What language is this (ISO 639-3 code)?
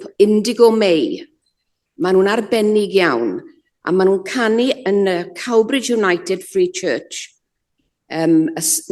cym